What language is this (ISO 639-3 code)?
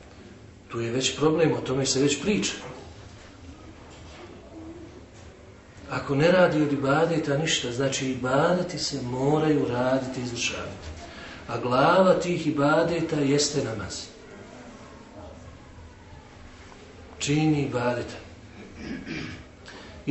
bos